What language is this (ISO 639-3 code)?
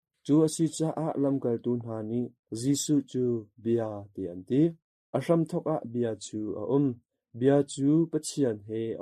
cnh